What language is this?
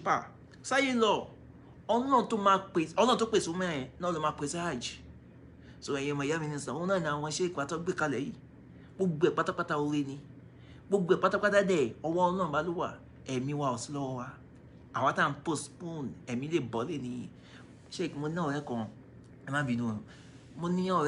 Yoruba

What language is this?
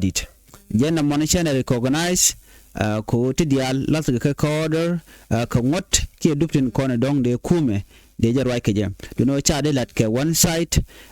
Nuer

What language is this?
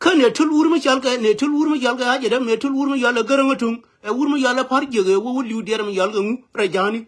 Nuer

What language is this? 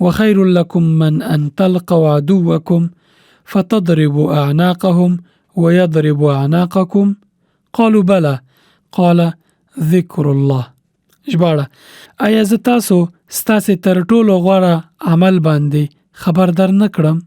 Pashto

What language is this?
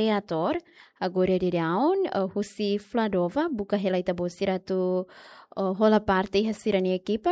Tetum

